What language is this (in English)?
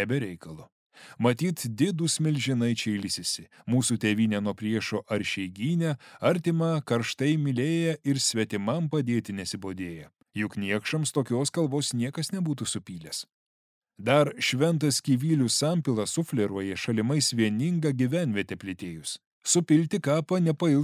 Lithuanian